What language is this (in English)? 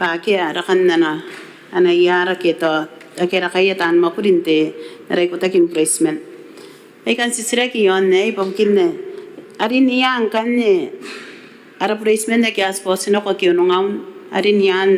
Gilbertese